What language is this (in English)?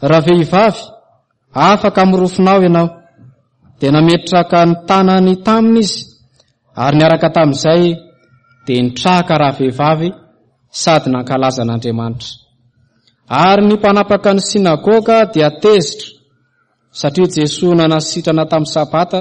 Malagasy